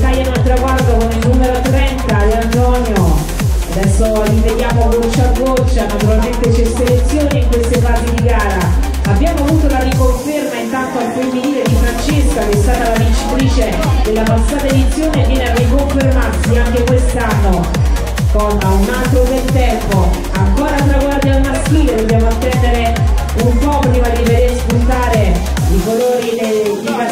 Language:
Italian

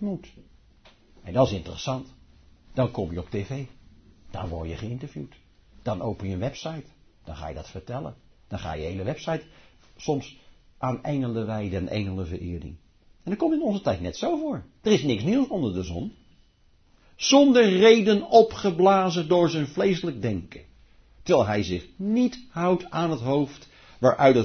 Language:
Dutch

